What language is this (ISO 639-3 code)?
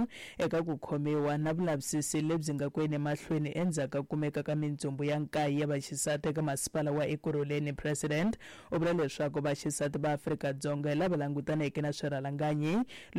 tso